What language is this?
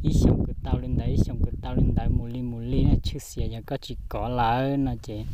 Hmong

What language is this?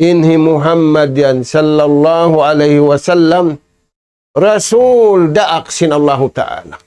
Tausug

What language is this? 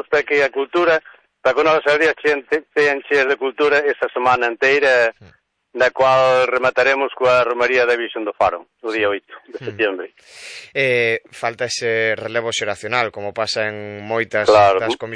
Galician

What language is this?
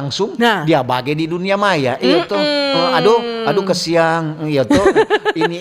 Manado Malay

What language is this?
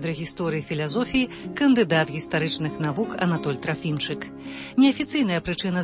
Belarusian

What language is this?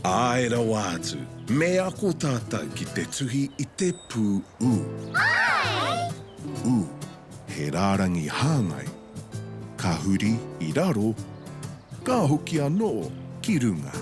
Māori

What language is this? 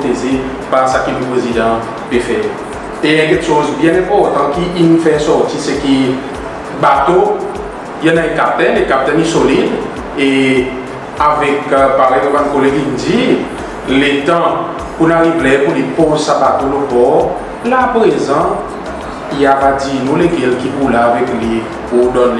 Seselwa Creole French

